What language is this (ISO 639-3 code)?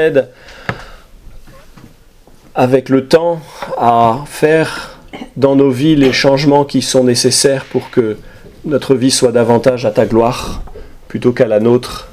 fra